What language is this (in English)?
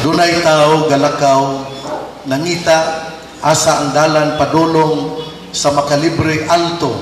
Cebuano